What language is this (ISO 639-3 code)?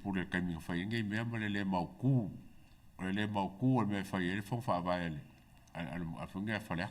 smo